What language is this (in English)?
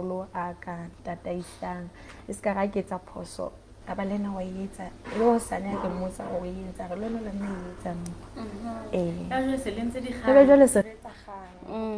Southern Sotho